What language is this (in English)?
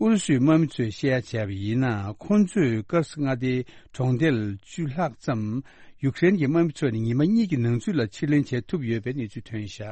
Tibetan